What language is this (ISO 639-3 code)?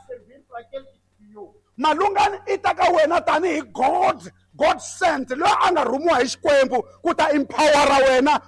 tso